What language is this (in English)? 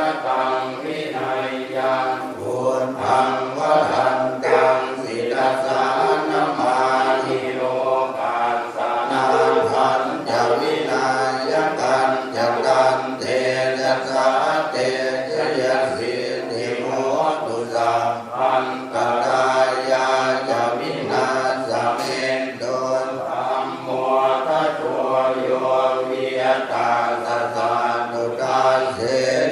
Pali